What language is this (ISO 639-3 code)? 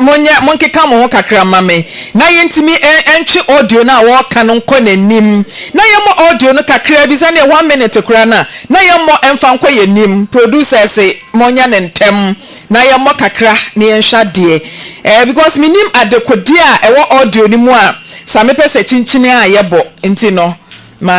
aka